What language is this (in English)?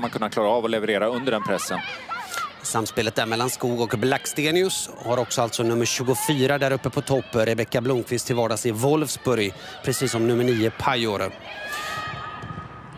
Swedish